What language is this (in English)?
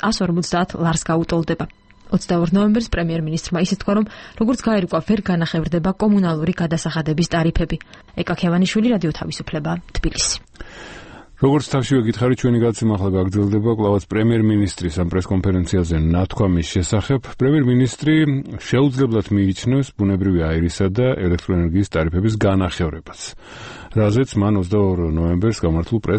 Georgian